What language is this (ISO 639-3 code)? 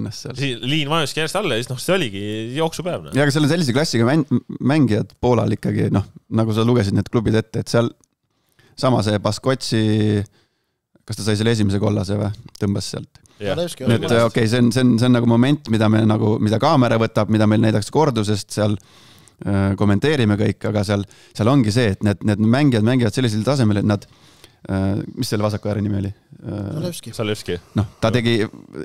est